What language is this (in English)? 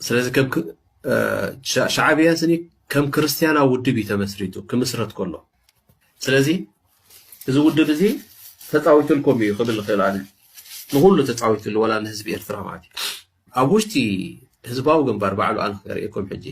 Tigrinya